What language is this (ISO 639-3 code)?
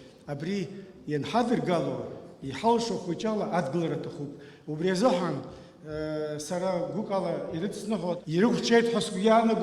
abk